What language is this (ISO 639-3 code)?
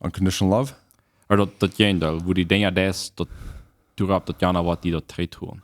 pdt